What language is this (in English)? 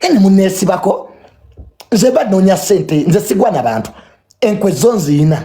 Ganda